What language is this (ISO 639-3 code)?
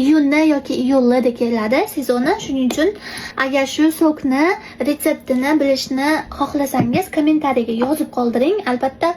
uzb